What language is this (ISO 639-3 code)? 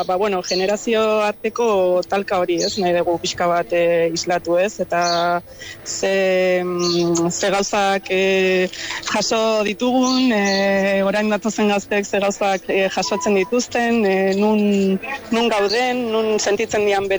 eus